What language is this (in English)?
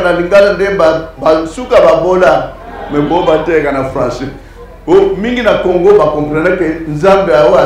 Lingala